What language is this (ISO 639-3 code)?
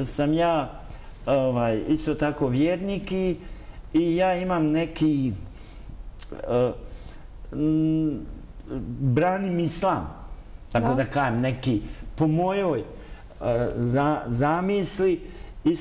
bos